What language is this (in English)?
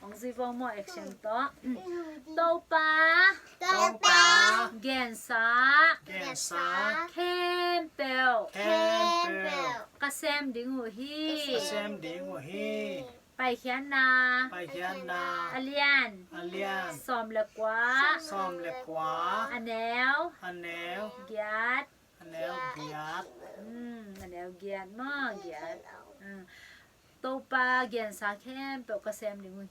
Tedim Chin